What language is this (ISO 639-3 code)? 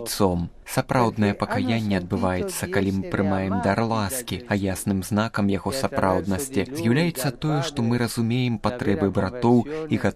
bel